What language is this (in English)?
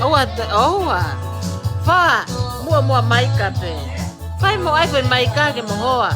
Tongan